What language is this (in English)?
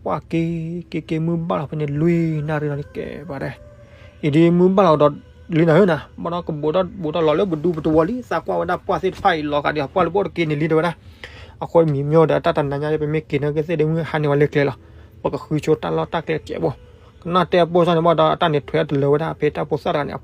S'gaw Karen